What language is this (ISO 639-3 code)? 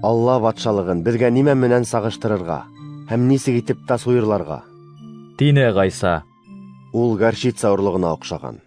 bak